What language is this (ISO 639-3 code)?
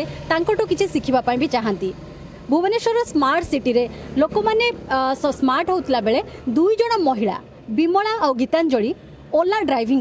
ori